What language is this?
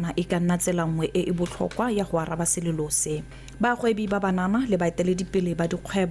Tswana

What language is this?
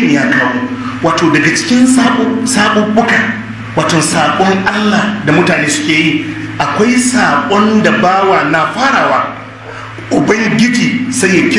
Hausa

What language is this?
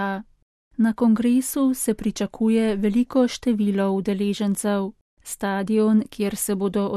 Slovenian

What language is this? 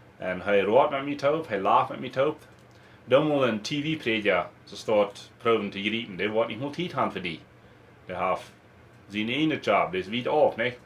Plautdietsch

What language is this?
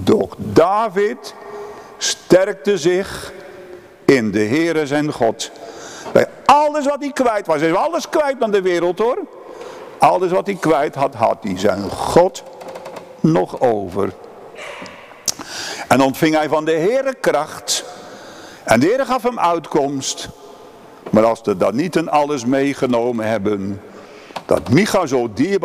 Dutch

